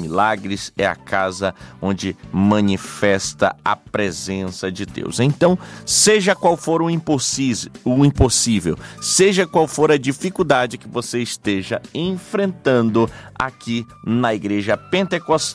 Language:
Portuguese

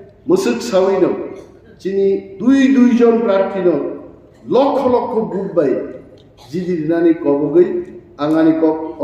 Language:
Kok Borok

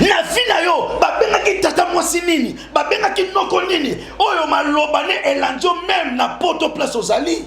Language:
Lingala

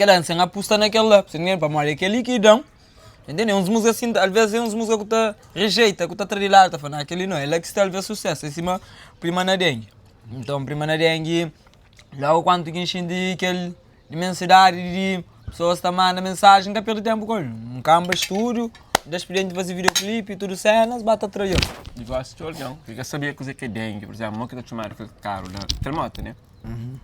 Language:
Kabuverdianu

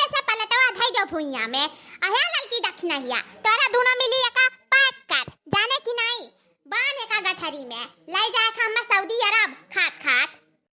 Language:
Awadhi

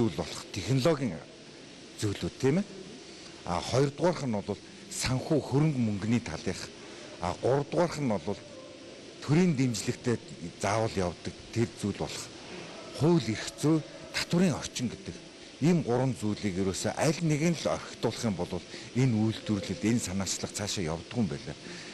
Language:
Mongolian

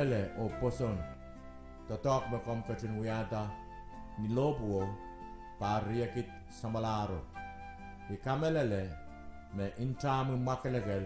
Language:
Pohnpeian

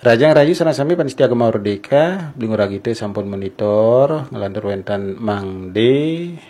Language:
Balinese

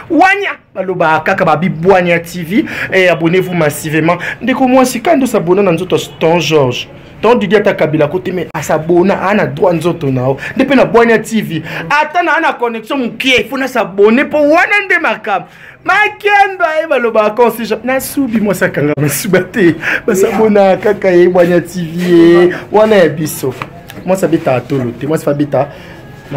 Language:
Lingala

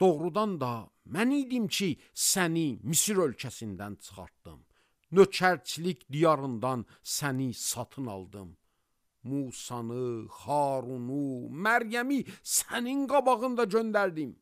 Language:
Azerbaijani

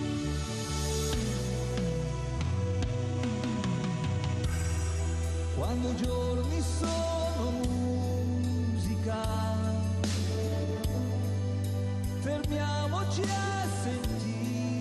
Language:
Italian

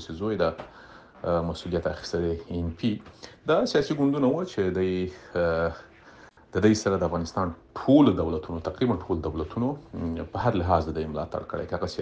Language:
Pashto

